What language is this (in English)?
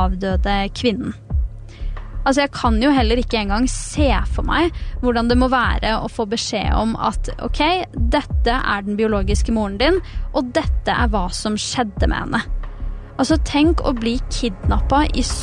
Norwegian